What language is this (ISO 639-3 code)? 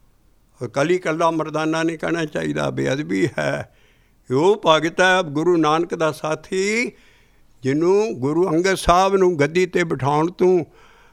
pan